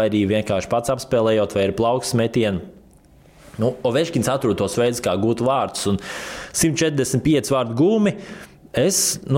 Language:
Latvian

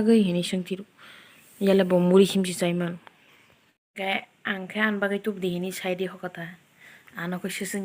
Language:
Kok Borok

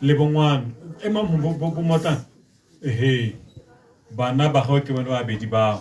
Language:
Tswana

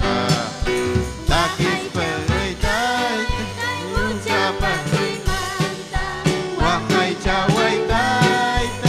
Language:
Ayacucho Quechua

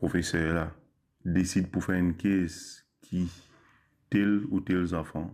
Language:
Morisyen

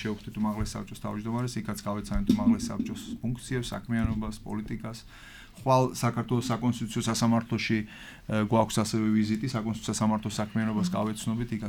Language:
Georgian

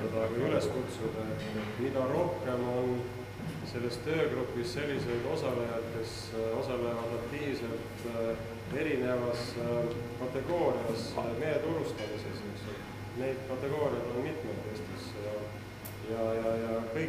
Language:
Estonian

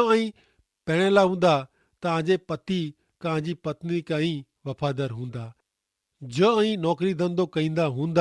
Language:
Kachhi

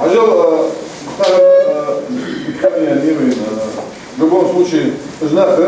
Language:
Ingush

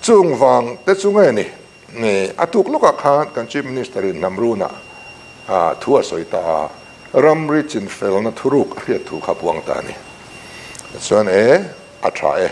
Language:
Mizo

